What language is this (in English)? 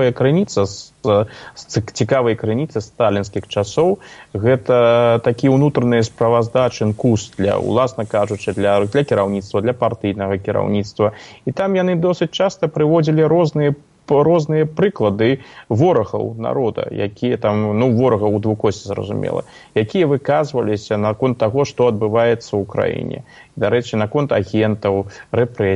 Belarusian